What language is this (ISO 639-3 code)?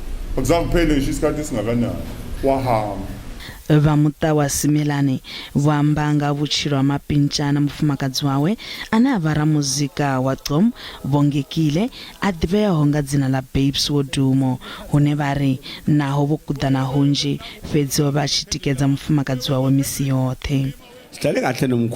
ven